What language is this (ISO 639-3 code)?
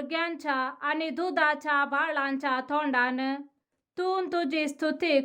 kok